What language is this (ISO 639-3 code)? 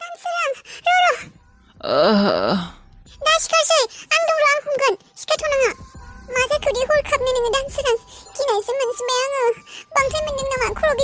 brx